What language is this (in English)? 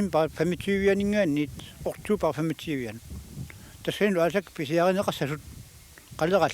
Kalaallisut